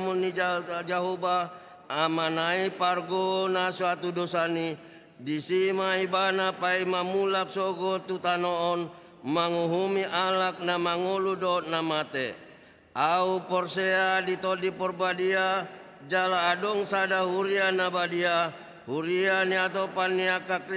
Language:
Batak Toba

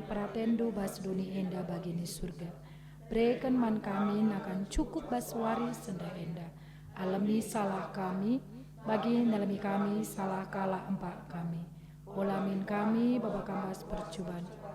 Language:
Batak Karo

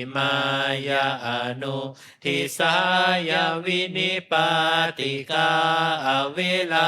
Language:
Pali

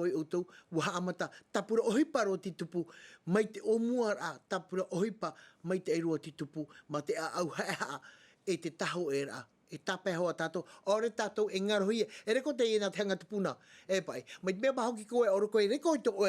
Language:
Tahitian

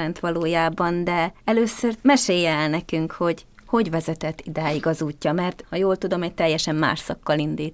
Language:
Hungarian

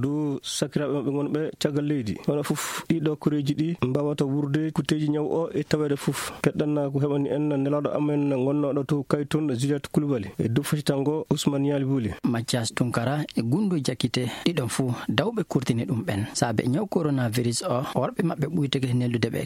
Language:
Fula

